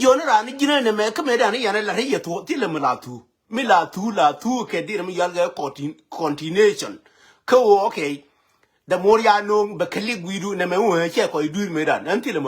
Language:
Nuer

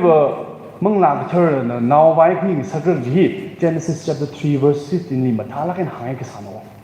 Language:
Tangkhul Naga (India)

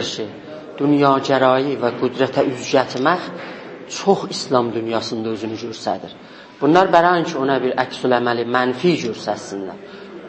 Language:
South Azerbaijani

